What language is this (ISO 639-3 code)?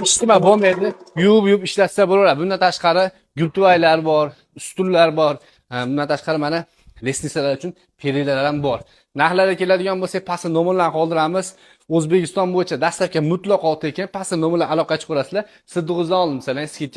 uzb